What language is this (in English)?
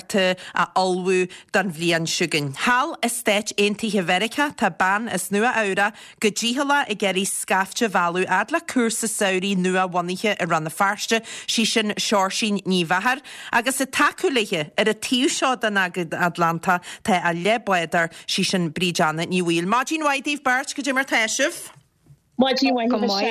Irish